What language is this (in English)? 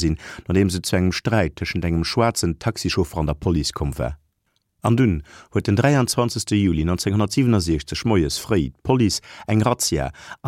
Luxembourgish